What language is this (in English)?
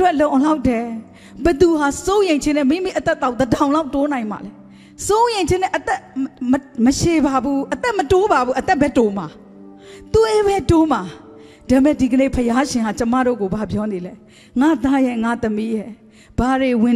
Burmese